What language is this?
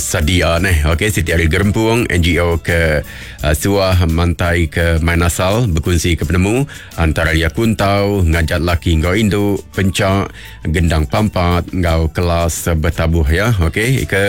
Iban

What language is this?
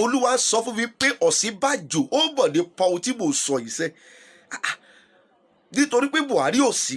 Yoruba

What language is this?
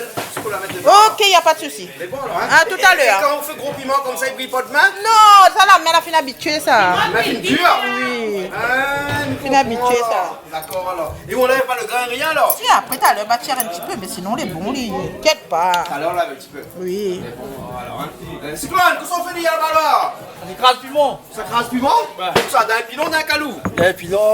Réunion Creole French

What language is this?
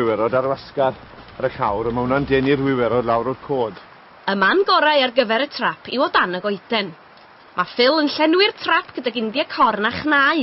Welsh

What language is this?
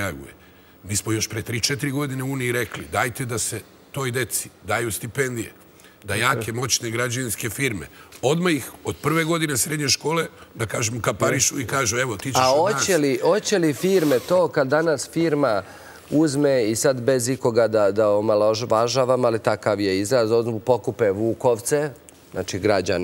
Serbian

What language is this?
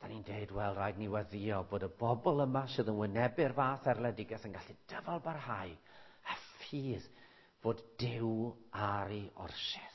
Welsh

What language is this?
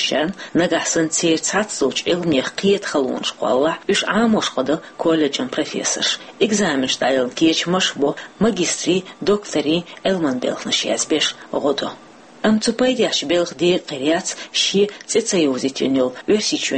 Chechen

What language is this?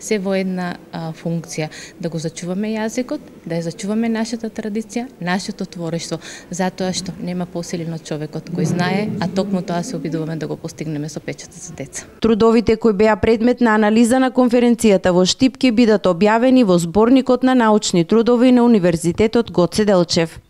Macedonian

